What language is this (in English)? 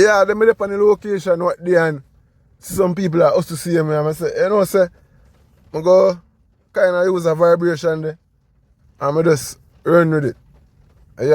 Jamaican Creole English